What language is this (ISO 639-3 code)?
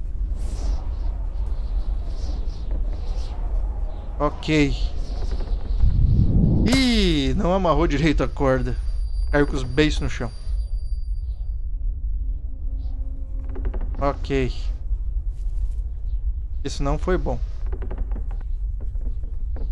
por